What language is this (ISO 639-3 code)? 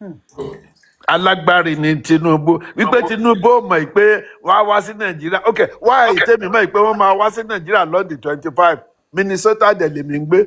yor